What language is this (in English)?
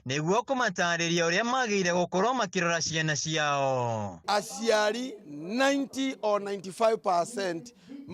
Kikuyu